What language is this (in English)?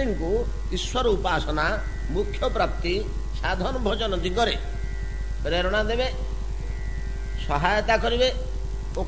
Odia